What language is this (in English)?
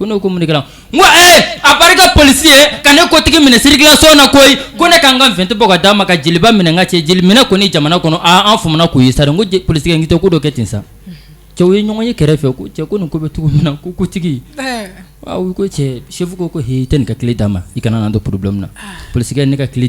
Bambara